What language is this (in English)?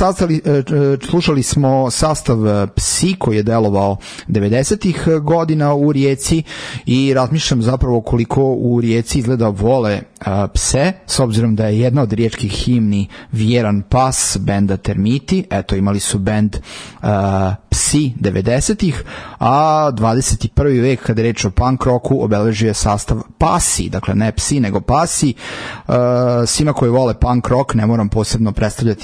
Serbian